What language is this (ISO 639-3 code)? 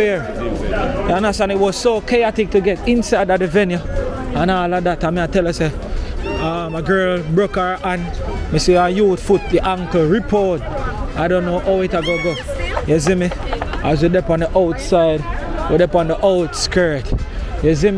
jam